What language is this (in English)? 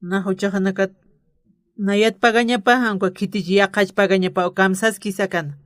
Aymara